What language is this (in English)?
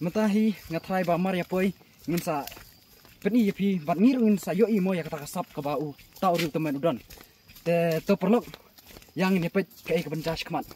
Khasi